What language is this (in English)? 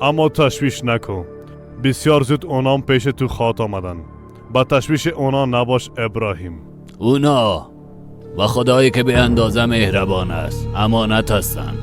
Persian